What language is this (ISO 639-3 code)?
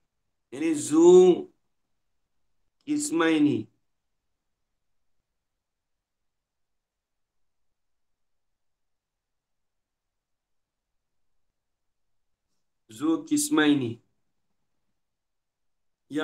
msa